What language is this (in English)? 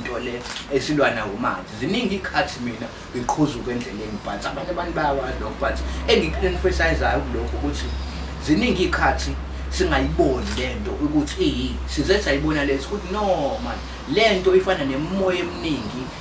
Zulu